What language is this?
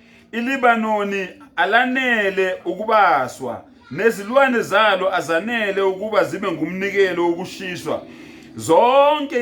Zulu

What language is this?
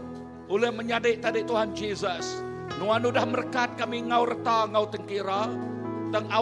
Iban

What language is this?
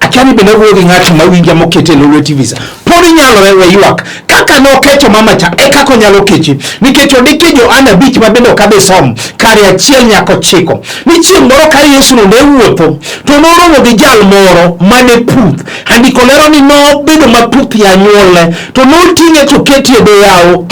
Luo (Kenya and Tanzania)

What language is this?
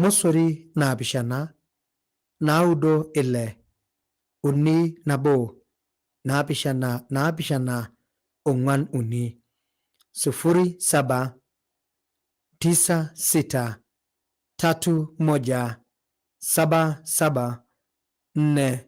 Masai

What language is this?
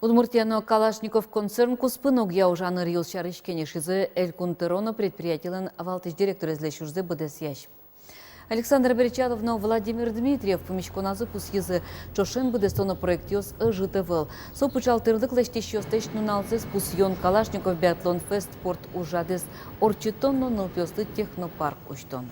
Udmurt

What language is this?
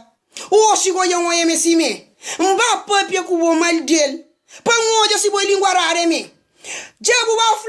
Kabuverdianu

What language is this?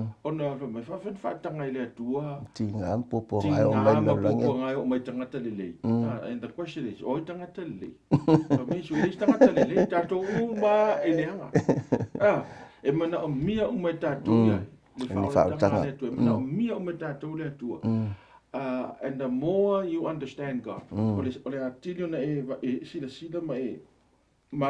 Samoan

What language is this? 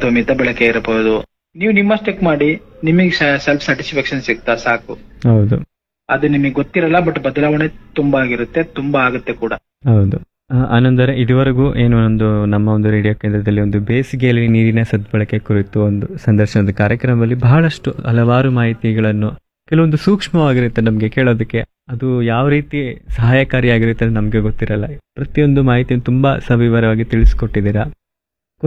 Kannada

